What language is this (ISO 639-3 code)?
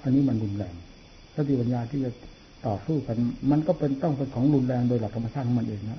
tha